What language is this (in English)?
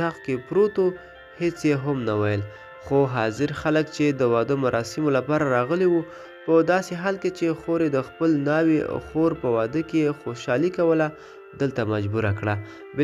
Pashto